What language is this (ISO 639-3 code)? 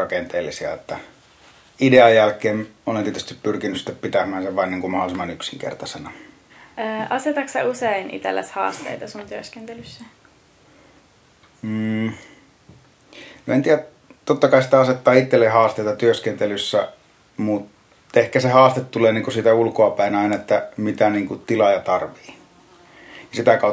fin